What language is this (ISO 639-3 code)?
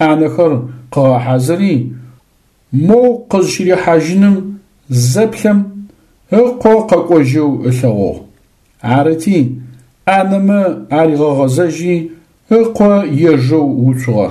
ady